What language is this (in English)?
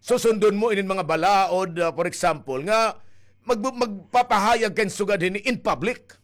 Waray